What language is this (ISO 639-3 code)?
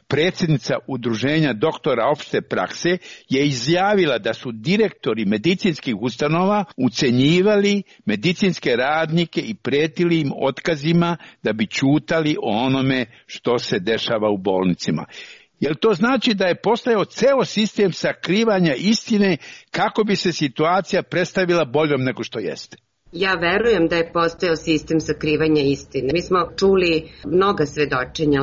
srp